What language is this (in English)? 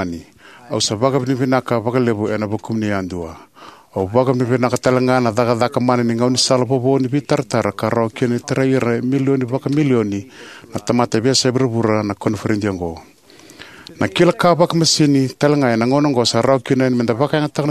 Fijian